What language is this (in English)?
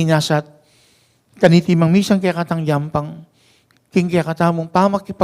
Pampanga